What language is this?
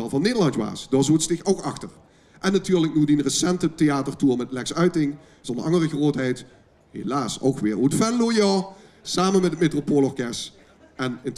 Limburgish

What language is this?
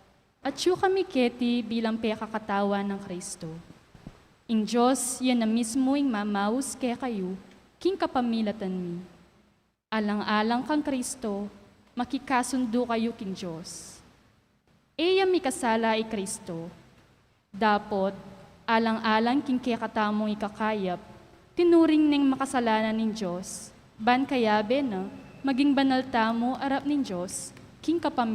Pampanga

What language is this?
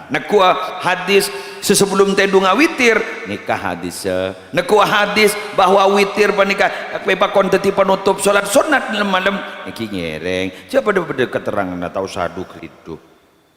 Madurese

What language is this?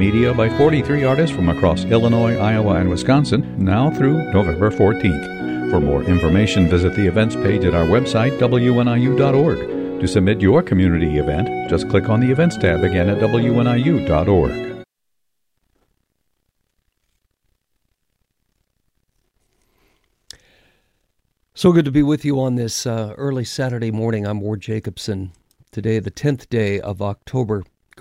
English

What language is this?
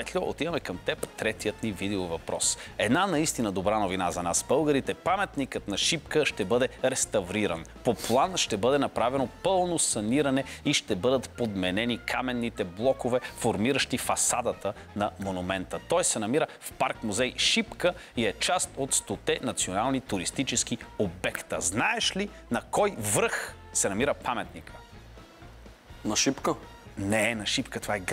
Bulgarian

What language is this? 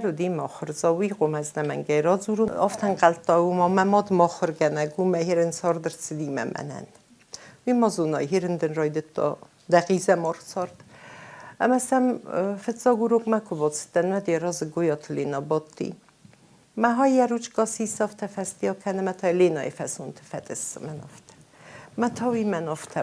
Ossetic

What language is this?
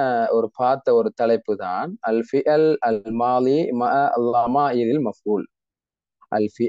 Tamil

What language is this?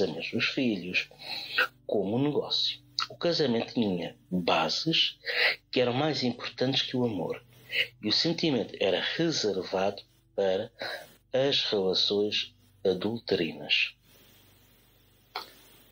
Portuguese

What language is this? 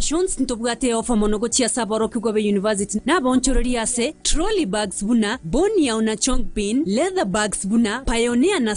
Gusii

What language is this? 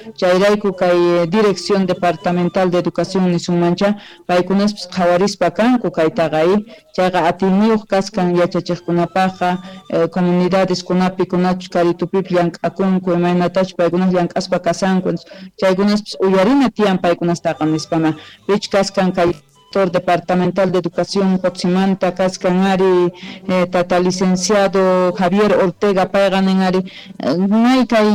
Quechua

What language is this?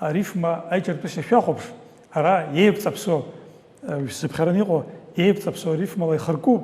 Abkhazian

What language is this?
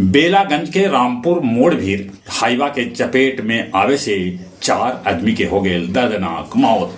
Magahi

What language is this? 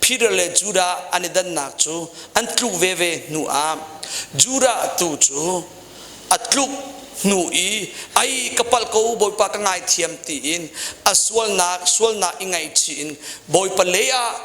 Hakha Chin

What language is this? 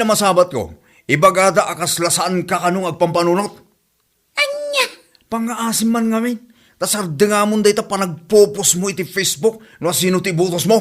Iloko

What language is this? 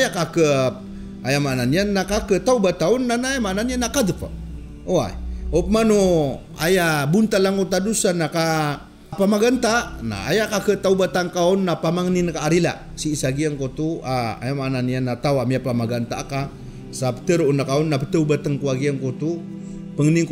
Maranao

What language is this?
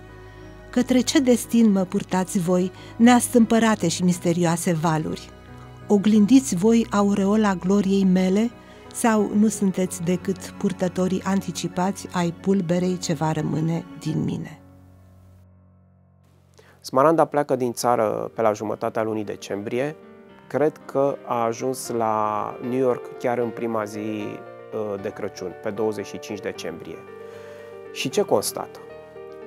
Romanian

